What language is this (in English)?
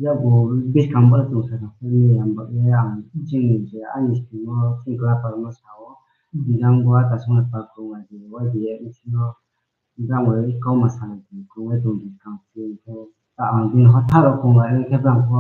Riang (India)